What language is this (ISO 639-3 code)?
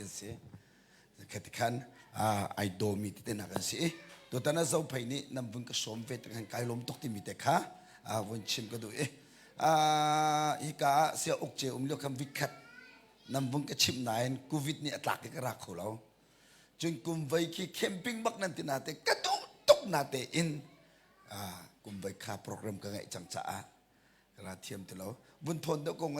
cnh